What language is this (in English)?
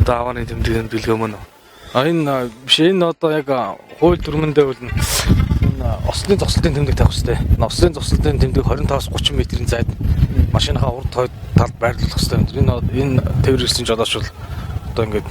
Mongolian